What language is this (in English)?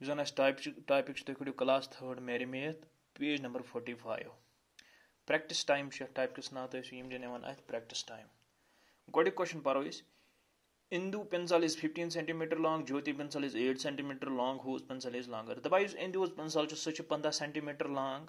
Kashmiri